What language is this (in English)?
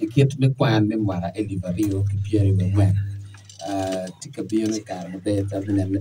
Acoli